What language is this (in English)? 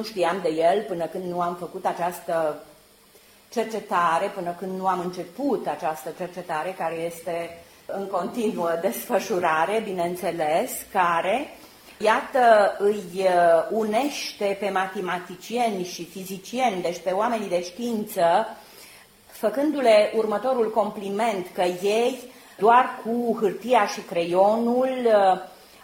Romanian